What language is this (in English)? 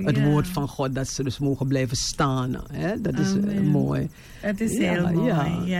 Dutch